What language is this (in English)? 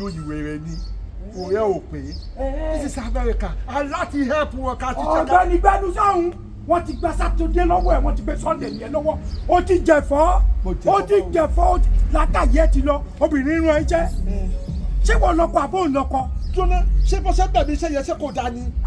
Yoruba